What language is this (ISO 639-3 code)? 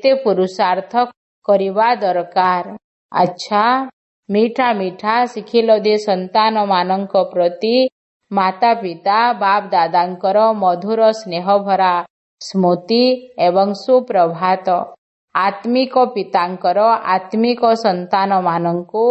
ori